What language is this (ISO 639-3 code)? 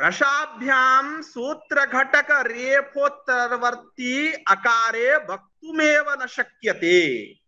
san